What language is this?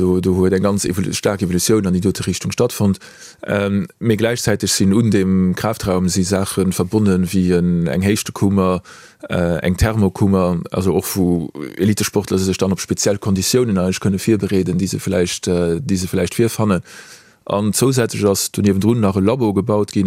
Luxembourgish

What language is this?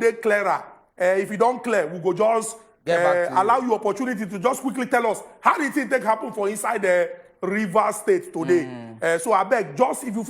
Nigerian Pidgin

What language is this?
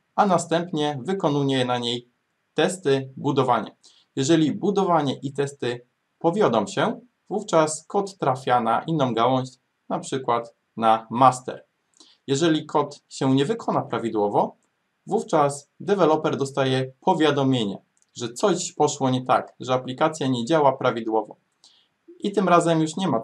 Polish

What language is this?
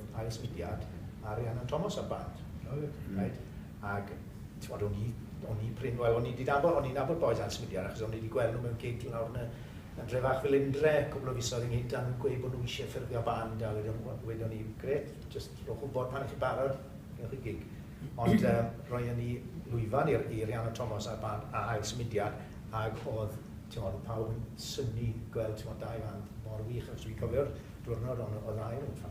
Welsh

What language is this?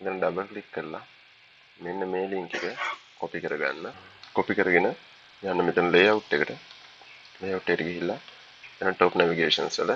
Sinhala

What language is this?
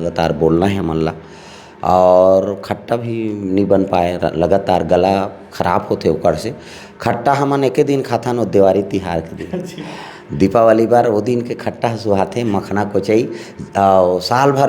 Chhattisgarhi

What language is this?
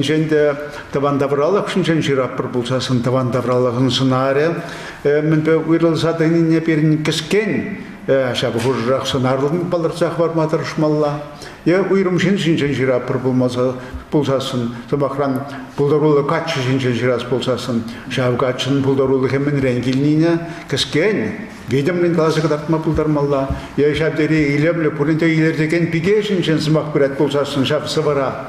Chuvash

